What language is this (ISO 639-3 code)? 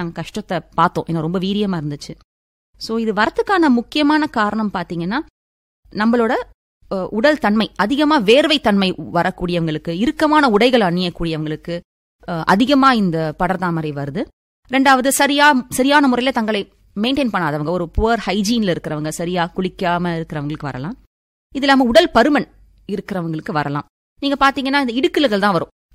tam